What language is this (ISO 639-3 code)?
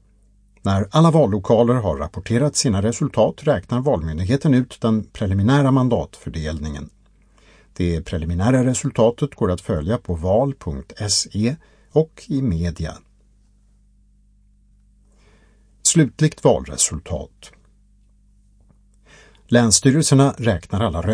swe